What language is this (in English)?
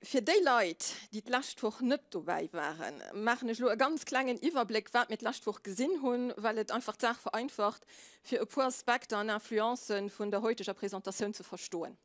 Luxembourgish